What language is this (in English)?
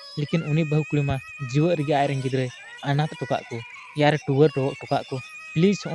Santali